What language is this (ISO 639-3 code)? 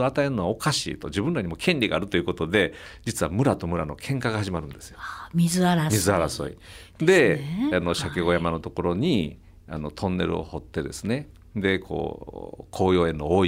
jpn